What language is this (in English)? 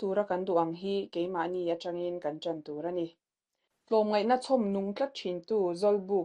Mizo